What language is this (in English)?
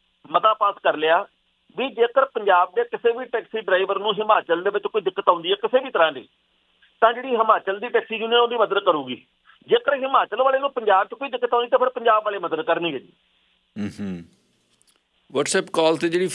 Punjabi